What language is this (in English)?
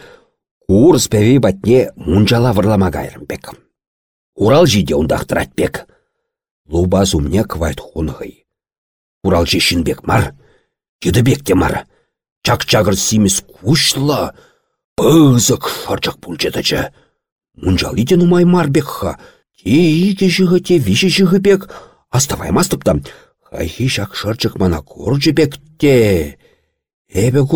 Chuvash